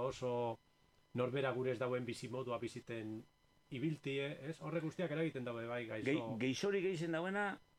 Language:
Basque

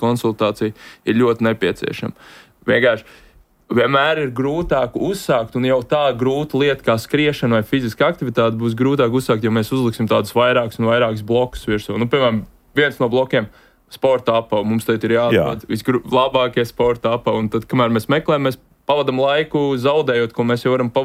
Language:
Latvian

